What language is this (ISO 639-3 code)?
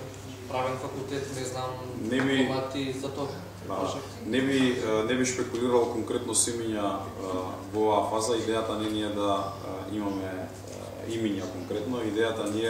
mkd